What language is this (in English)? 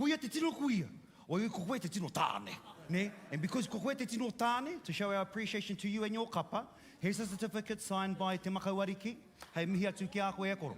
Māori